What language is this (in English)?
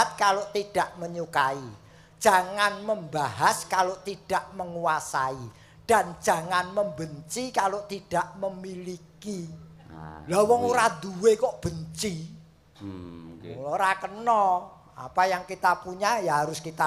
Javanese